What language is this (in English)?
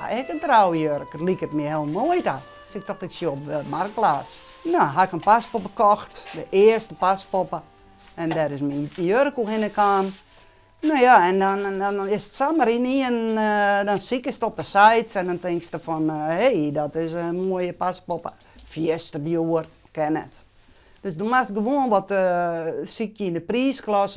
Western Frisian